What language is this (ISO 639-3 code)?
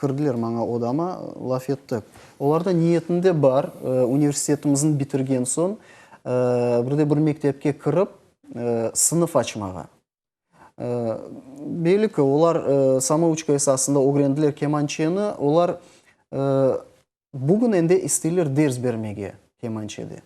crh